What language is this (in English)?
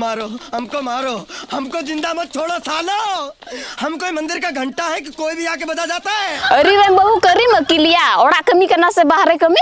Santali